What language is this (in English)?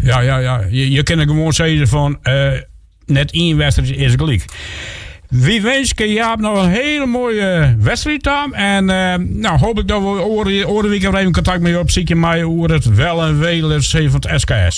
Western Frisian